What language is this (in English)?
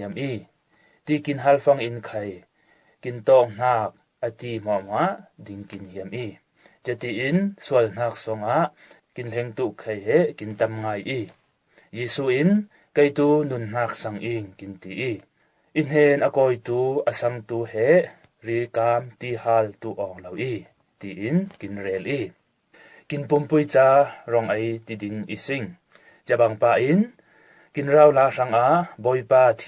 Falam Chin